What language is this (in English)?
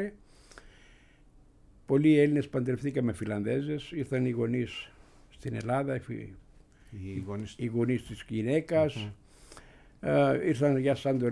Greek